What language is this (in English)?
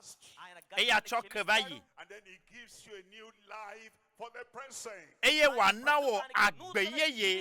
Ewe